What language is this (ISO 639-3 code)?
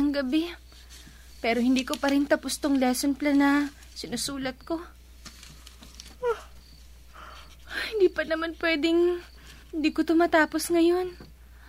fil